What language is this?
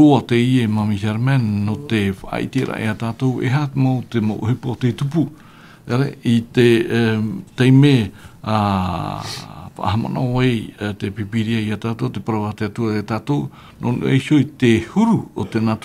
Tahitian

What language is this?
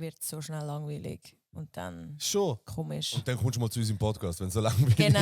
Swiss German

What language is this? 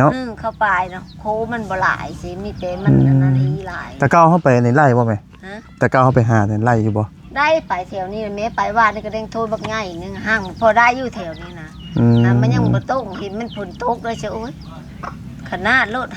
Lao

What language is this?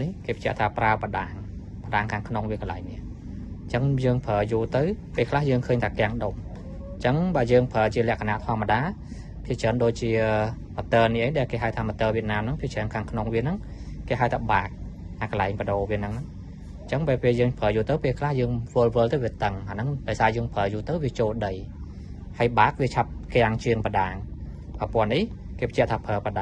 Khmer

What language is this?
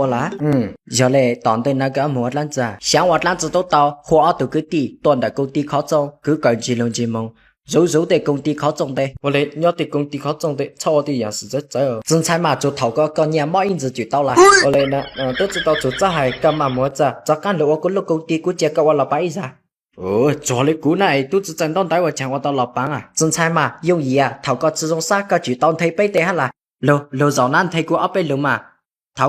Hmong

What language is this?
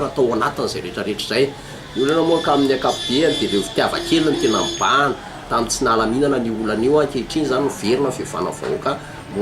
Malagasy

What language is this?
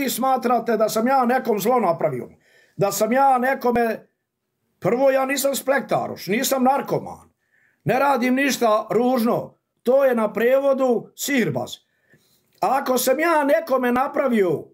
Bosnian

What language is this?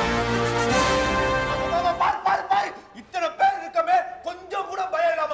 Tamil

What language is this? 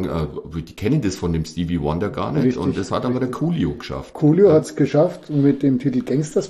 German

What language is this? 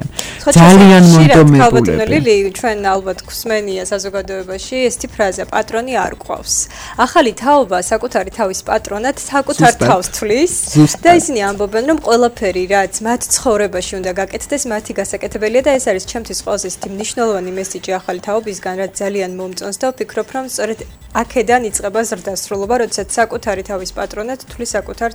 Georgian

